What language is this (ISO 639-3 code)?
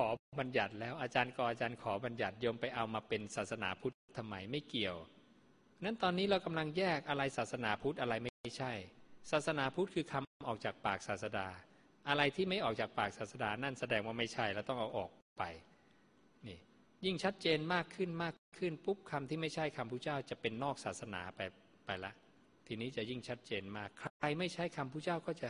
tha